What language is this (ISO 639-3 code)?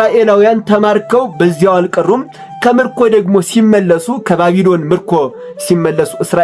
amh